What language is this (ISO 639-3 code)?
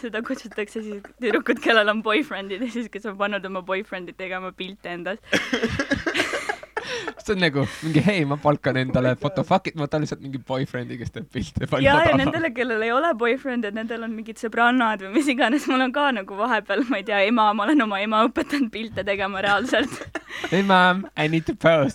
est